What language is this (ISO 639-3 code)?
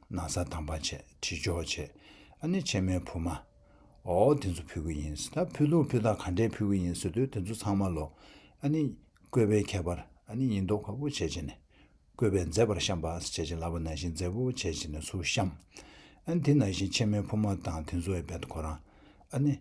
bod